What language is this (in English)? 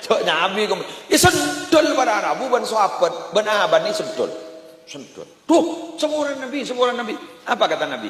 Madurese